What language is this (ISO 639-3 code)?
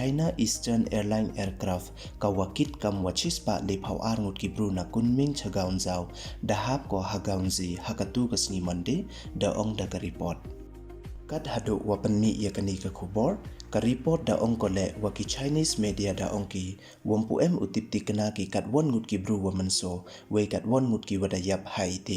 pbv